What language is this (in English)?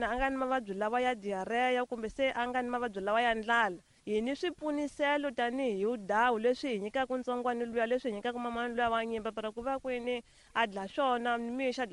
Tsonga